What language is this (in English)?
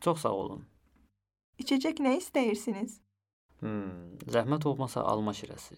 Azerbaijani